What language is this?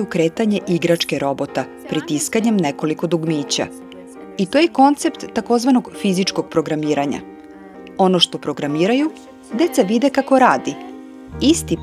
Serbian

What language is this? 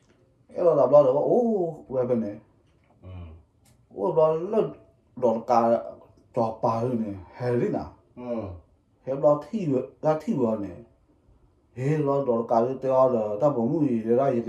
S'gaw Karen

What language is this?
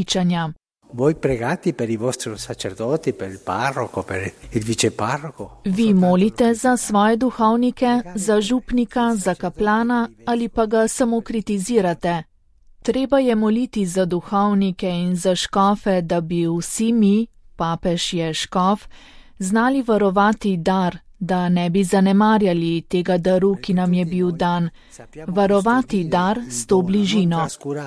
Slovenian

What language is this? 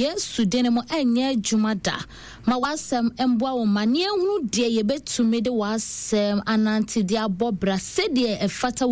Akan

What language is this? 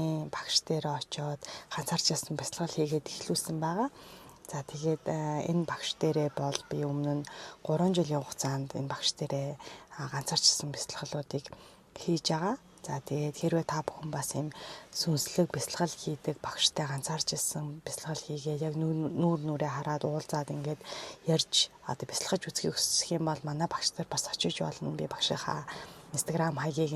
Mongolian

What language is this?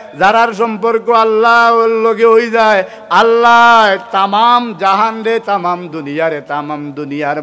Sylheti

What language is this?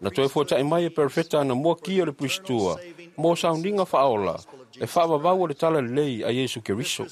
Samoan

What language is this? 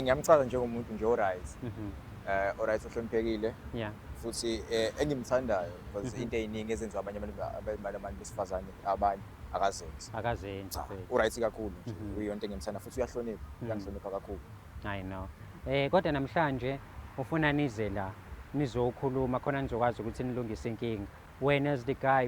Zulu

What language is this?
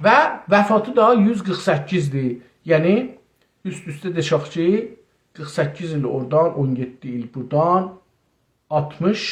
South Azerbaijani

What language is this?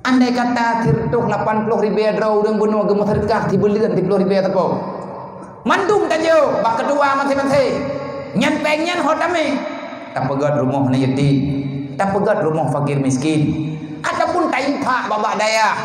Achinese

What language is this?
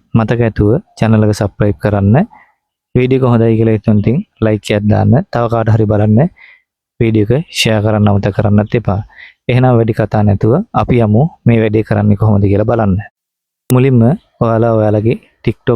Sinhala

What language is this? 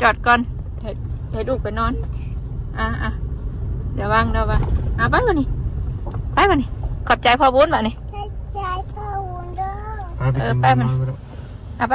Northeastern Thai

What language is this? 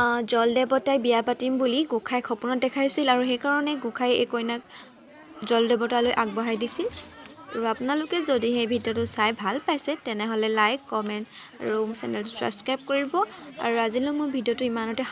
Assamese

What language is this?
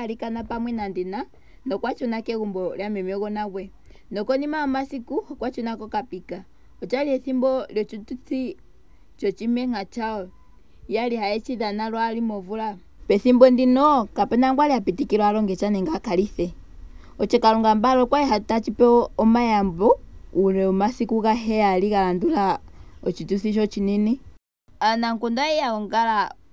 Ndonga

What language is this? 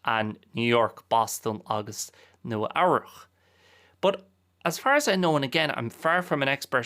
Irish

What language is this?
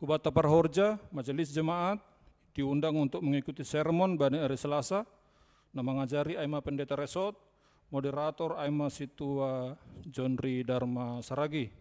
Batak Simalungun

